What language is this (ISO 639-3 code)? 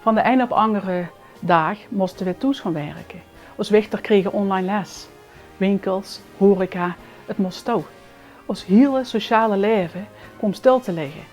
lim